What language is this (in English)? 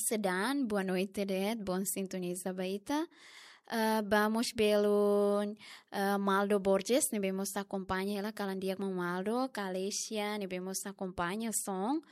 Tetum